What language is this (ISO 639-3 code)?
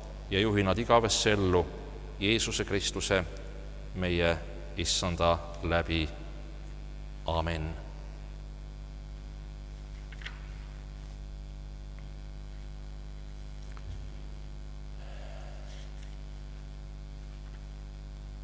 est